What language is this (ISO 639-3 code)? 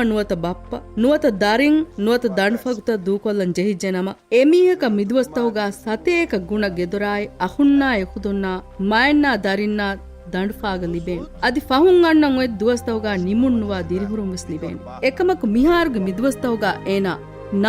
div